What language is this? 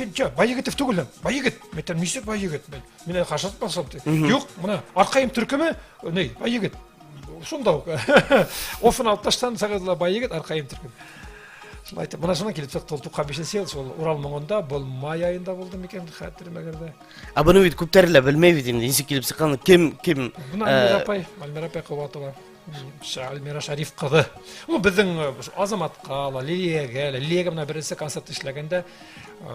Bashkir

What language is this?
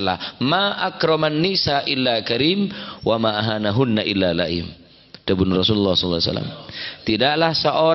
Madurese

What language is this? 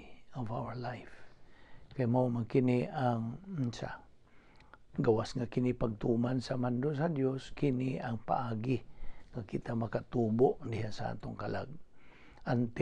Cebuano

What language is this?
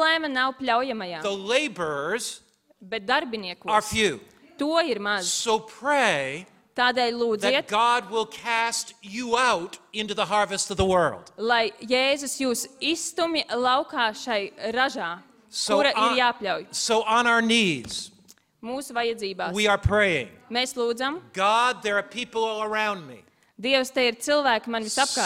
Latvian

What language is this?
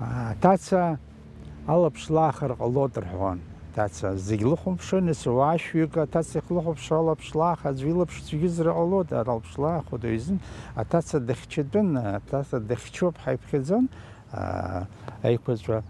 Abkhazian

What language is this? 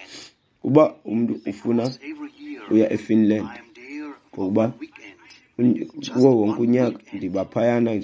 Xhosa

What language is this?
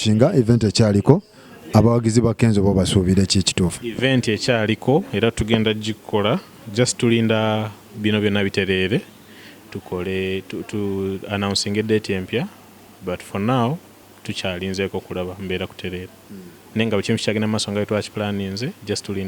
Ganda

